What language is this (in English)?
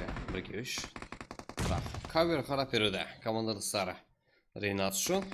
Kara-Kalpak